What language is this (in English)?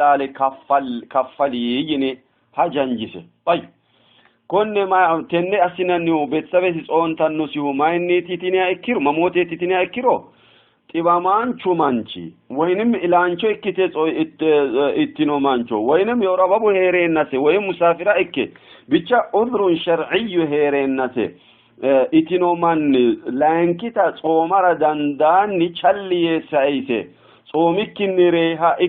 Sidamo